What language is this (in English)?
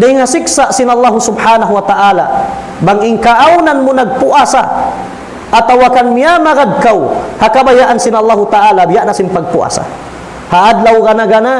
Tausug